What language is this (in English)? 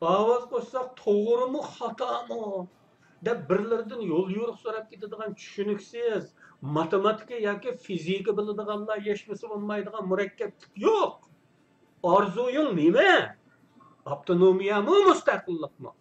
Uyghur